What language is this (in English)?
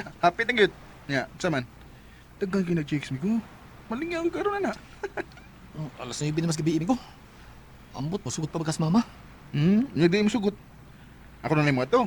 Cebuano